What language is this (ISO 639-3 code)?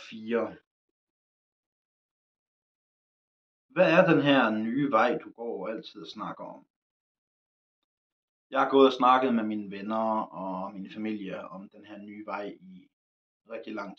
dan